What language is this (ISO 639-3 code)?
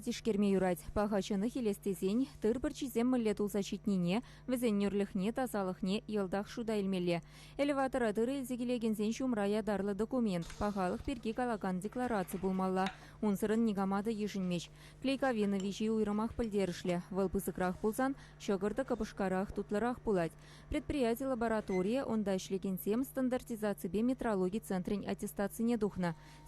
chv